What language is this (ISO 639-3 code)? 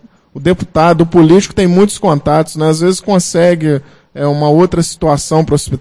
por